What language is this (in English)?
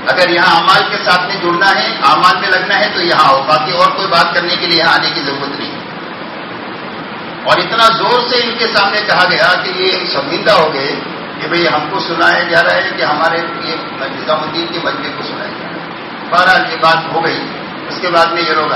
Urdu